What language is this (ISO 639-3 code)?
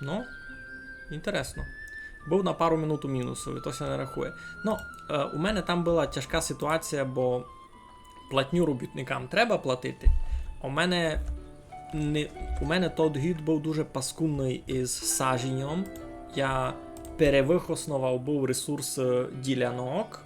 rue